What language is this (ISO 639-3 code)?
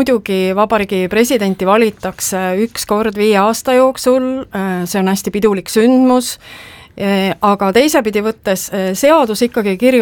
est